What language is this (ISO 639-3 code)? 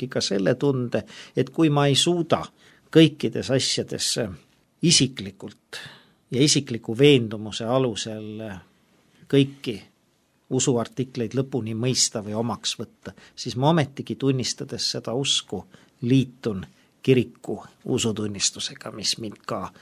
est